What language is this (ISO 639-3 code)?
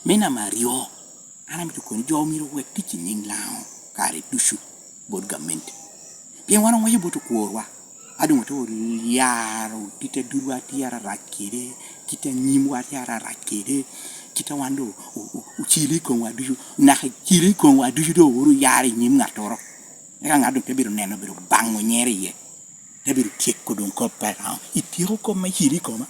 laj